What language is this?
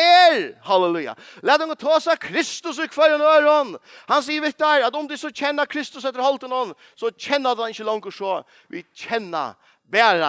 Faroese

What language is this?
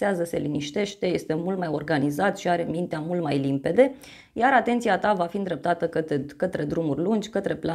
Romanian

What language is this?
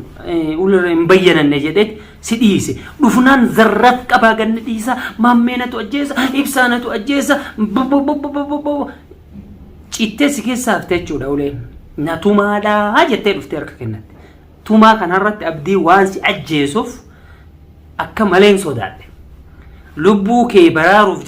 Oromo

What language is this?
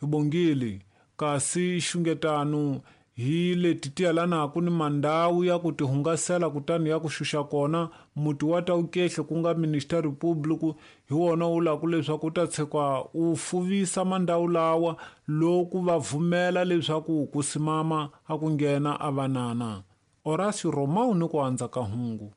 Tsonga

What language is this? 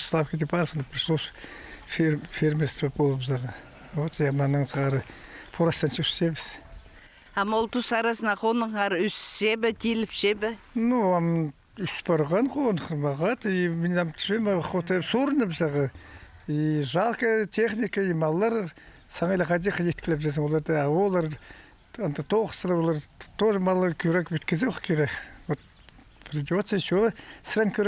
Khakas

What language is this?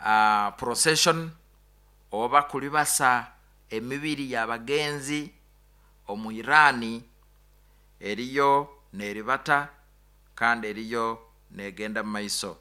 Nyoro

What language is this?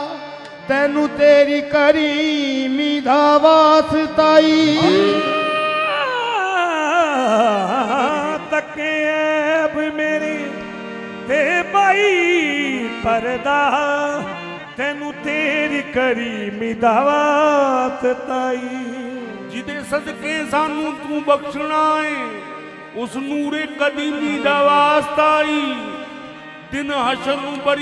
Punjabi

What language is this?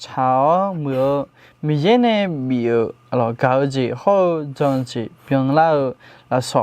Akha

